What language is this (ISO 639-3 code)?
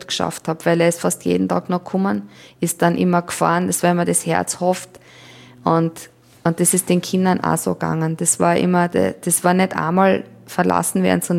deu